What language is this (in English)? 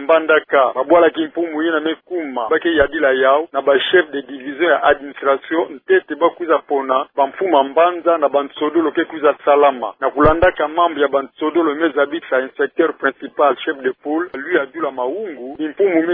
Kituba (Democratic Republic of Congo)